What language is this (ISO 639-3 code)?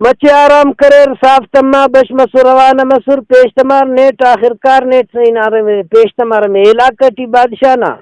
brh